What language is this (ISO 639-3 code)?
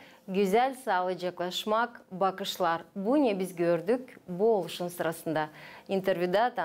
gag